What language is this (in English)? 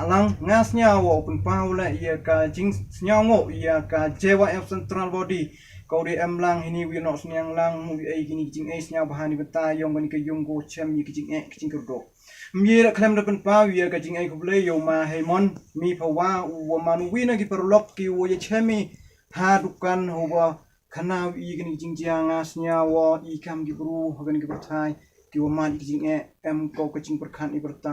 Pnar